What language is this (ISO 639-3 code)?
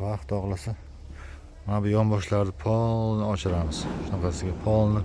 uzb